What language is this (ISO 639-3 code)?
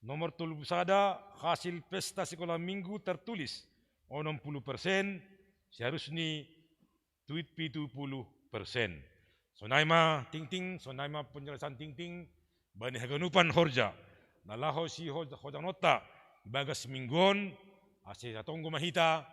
bts